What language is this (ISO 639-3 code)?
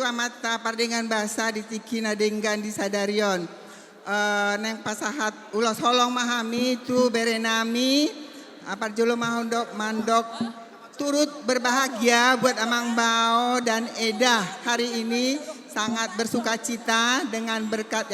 bbc